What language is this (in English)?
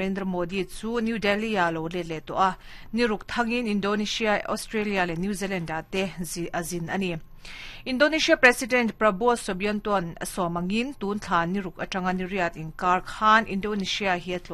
Mizo